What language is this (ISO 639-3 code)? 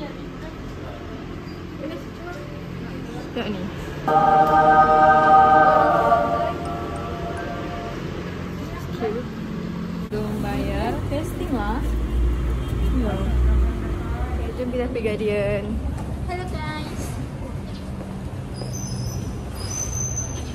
msa